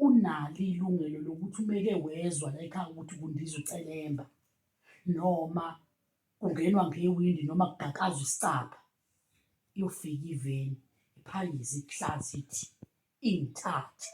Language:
Zulu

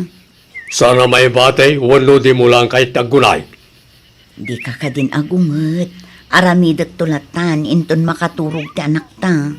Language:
Iloko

